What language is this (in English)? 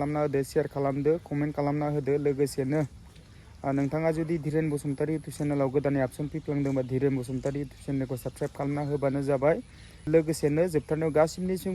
Bodo